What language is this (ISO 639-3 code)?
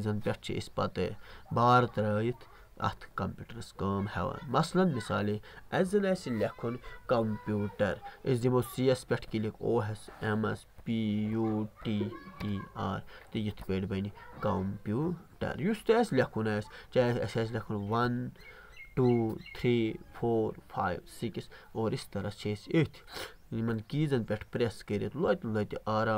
kas